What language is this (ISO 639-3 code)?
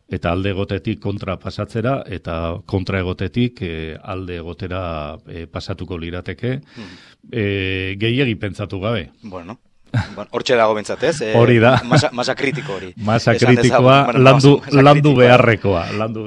eus